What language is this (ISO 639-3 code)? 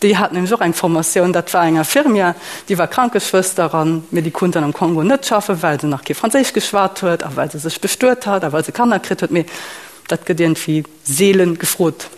ltz